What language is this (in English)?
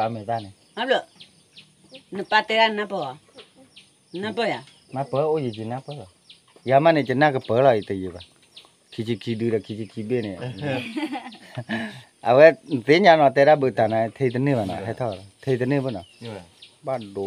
S'gaw Karen